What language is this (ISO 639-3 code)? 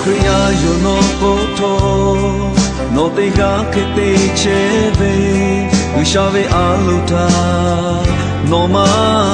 lhu